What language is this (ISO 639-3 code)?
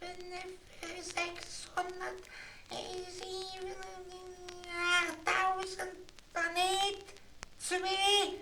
ltz